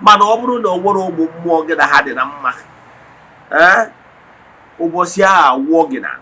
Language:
Igbo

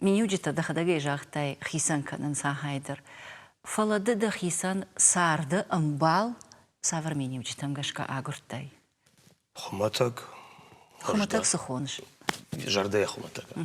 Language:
Ossetic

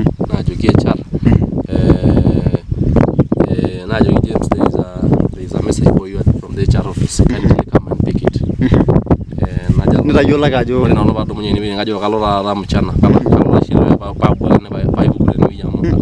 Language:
Masai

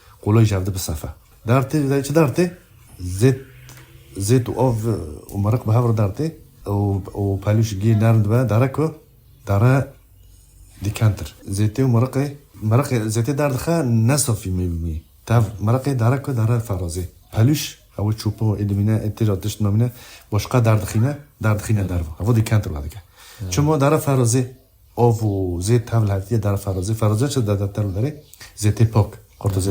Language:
Kurdish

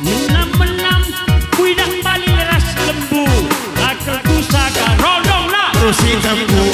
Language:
Batak Karo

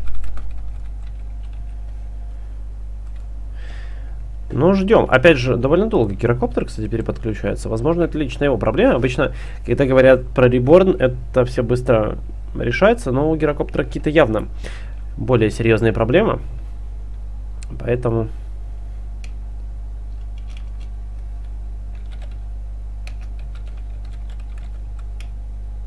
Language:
Russian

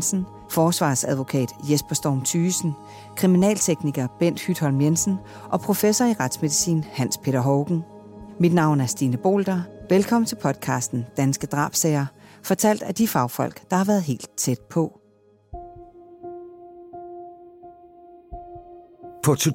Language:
Danish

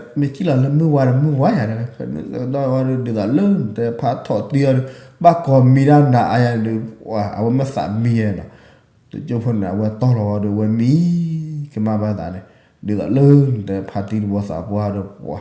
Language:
S'gaw Karen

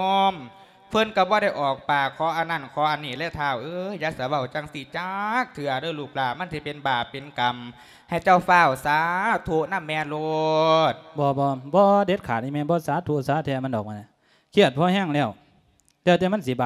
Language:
Lao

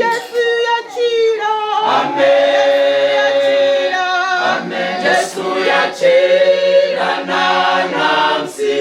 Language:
Venda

